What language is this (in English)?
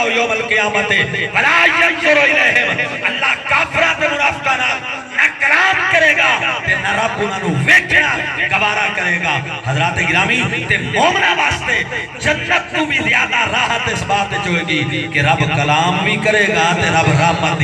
Saraiki